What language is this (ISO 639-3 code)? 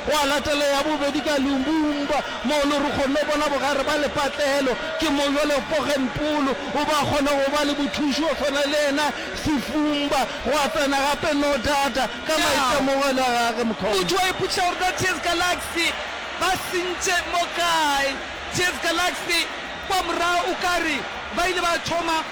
nso